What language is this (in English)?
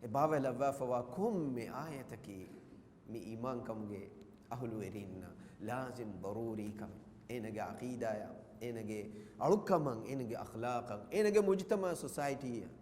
Divehi